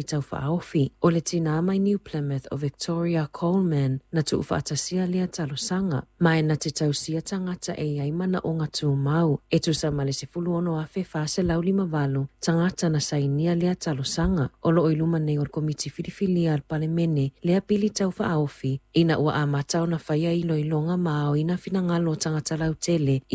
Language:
Samoan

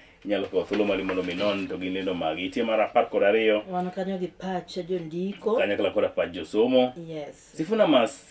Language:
Luo (Kenya and Tanzania)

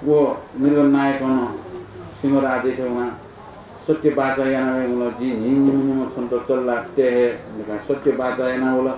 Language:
Newari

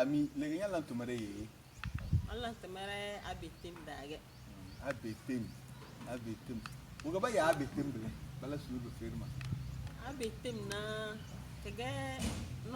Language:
Tem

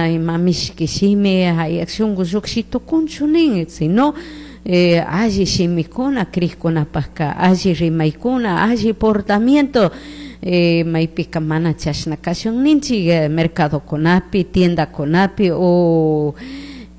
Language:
Chimborazo Highland Quichua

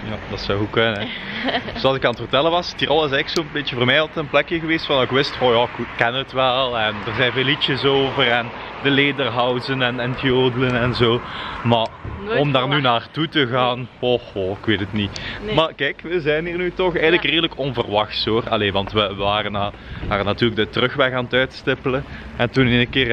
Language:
Dutch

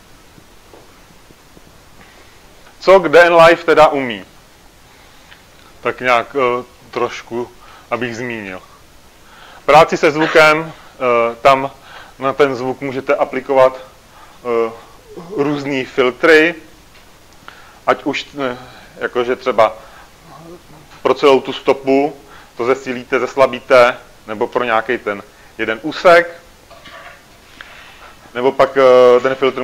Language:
Czech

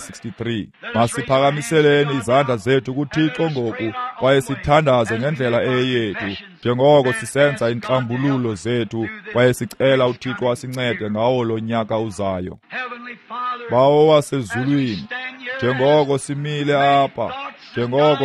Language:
Xhosa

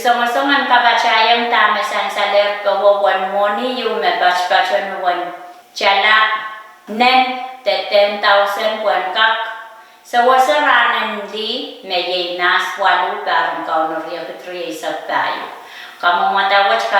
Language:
Pohnpeian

